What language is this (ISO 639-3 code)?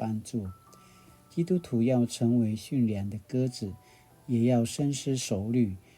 pwn